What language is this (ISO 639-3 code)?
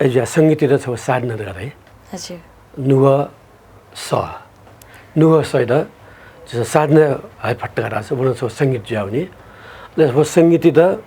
new